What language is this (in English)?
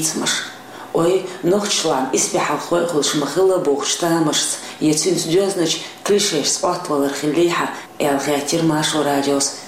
Chechen